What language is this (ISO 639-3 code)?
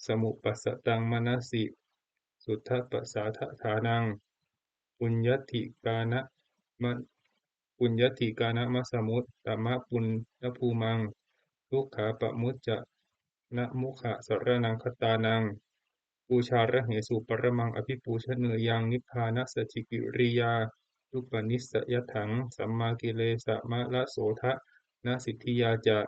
pli